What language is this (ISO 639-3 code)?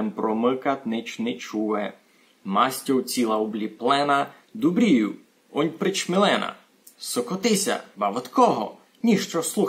rue